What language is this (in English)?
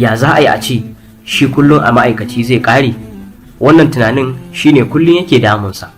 Hausa